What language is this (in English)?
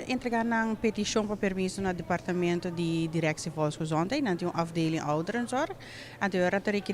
Papiamento